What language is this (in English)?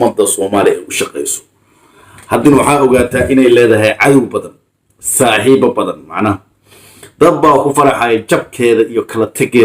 Somali